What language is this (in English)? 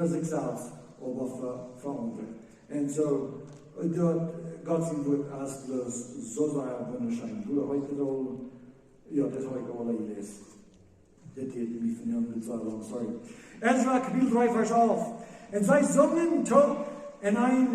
Plautdietsch